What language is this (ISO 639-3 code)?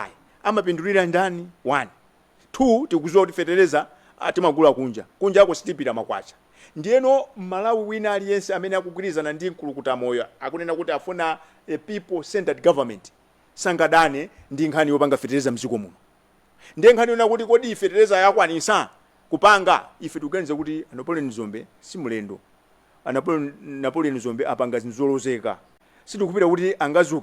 nya